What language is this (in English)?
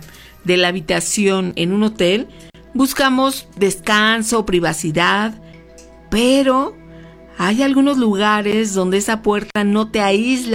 Spanish